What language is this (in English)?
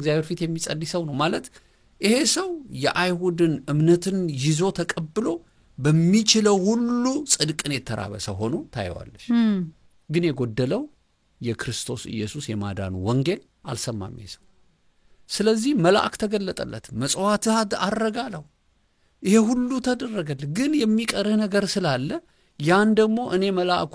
Amharic